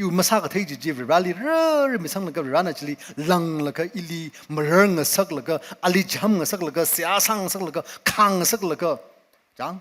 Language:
Tangkhul Naga (India)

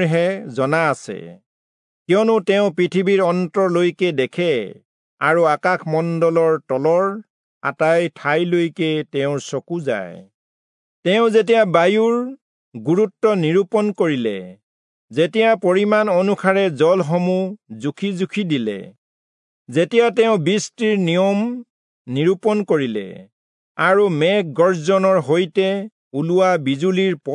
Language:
Assamese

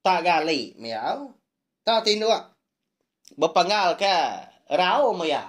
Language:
Iban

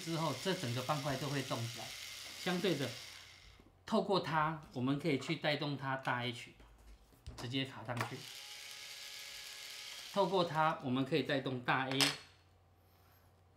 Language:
Chinese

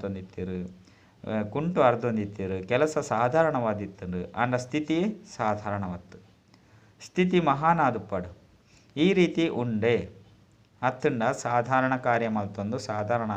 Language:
Tulu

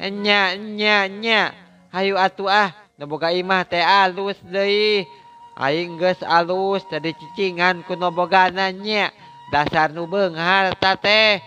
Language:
Sundanese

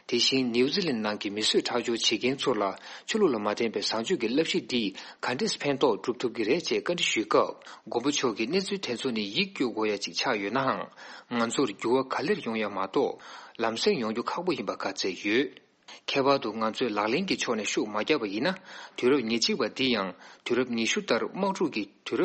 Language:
Tibetan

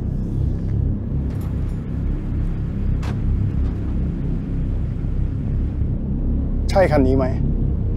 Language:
Thai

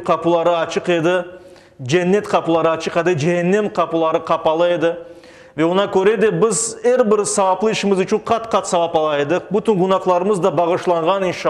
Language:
Crimean Tatar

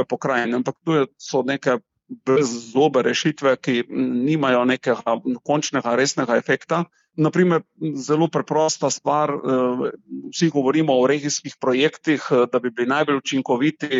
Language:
Slovenian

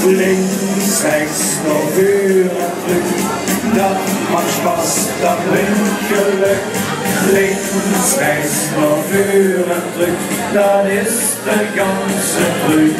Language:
Limburgish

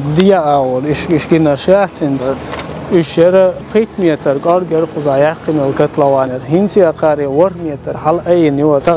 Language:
Chechen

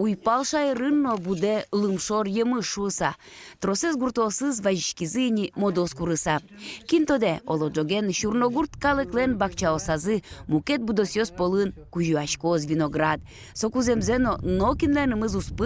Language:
Udmurt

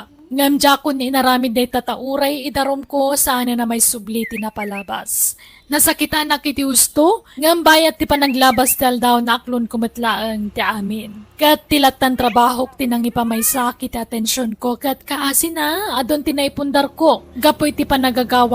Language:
Iloko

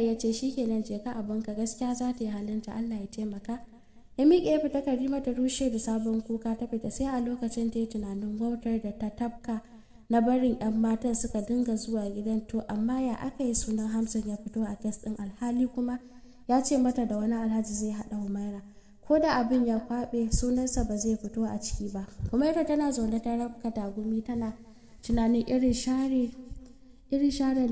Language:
Hausa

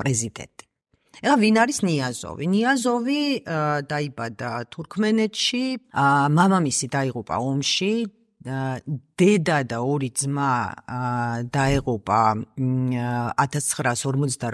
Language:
Georgian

